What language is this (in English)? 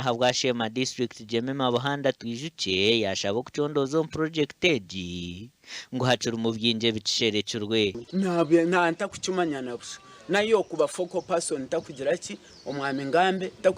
Nyankole